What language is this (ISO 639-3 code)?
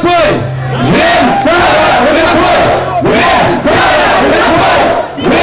ron